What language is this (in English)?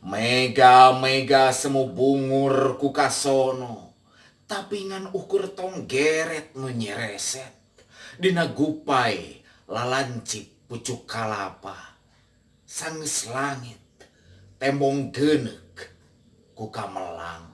Sundanese